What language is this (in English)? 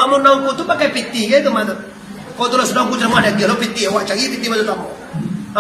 Minangkabau